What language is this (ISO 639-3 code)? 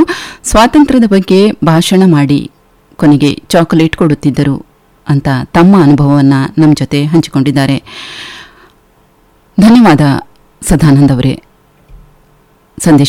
kan